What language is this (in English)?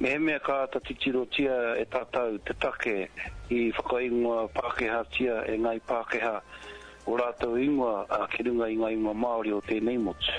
Māori